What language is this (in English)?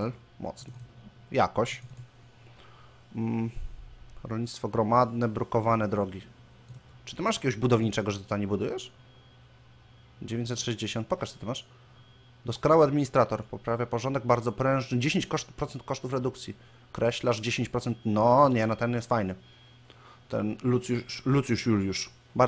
Polish